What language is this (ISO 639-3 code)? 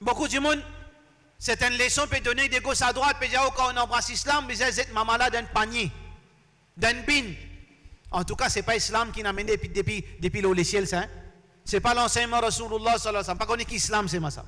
mfe